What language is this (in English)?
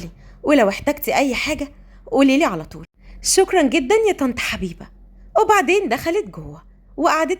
Egyptian Arabic